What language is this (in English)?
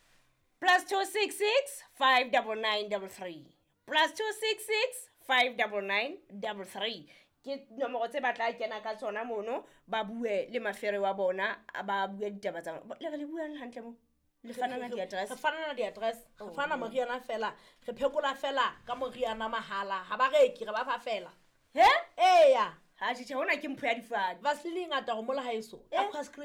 Southern Sotho